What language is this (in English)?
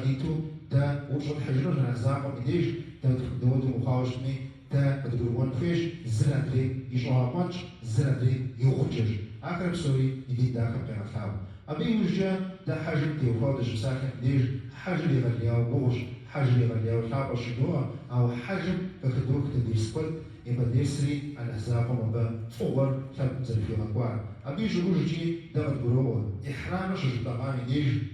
Kabardian